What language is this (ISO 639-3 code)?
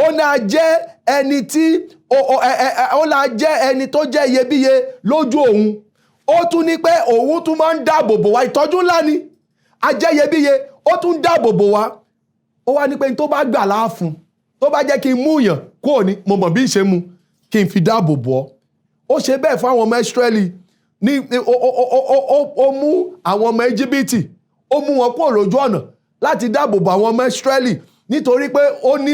yor